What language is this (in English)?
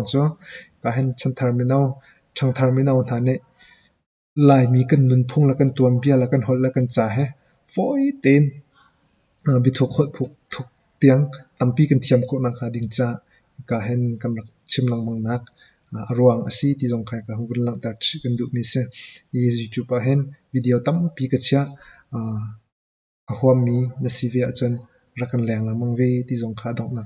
Hakha Chin